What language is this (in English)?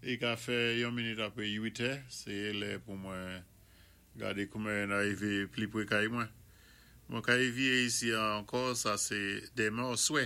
Saint Lucian Creole French